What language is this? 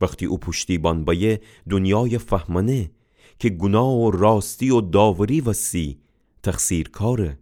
Gilaki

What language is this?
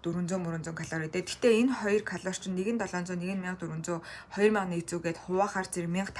Mongolian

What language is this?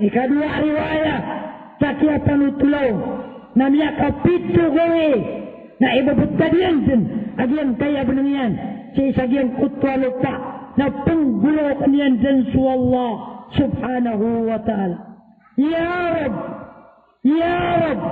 Maranao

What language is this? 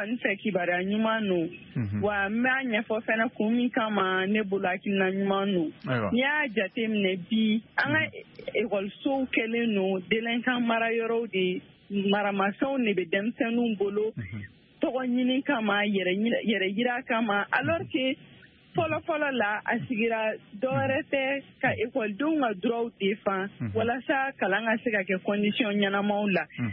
Bambara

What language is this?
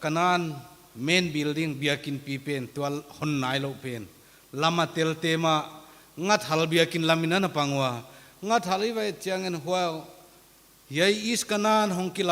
Paite Chin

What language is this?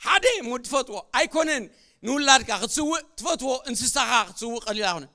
Tigrinya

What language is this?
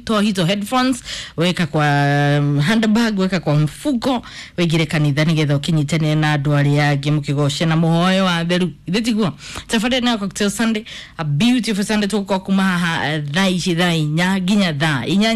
Kikuyu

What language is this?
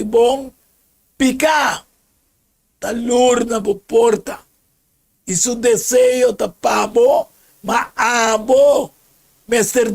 Papiamento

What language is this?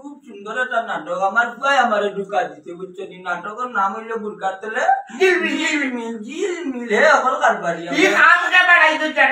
Sylheti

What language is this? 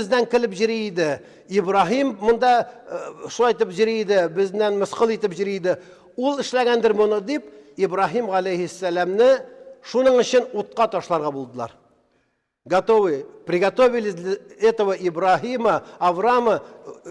Tatar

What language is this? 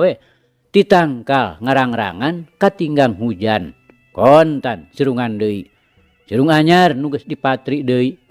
Sundanese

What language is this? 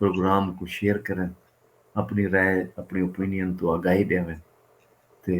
Saraiki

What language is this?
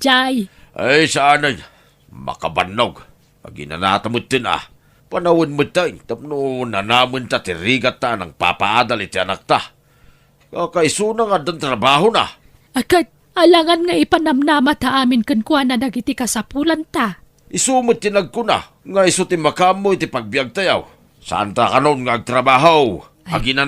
Iloko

